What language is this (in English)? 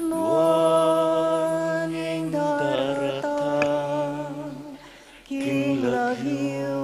Pampanga